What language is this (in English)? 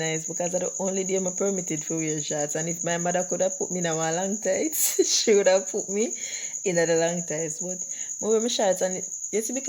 Jamaican Creole English